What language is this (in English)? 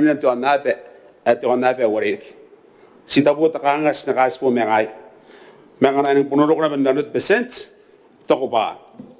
Gilbertese